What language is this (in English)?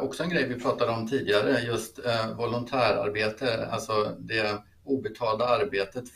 Swedish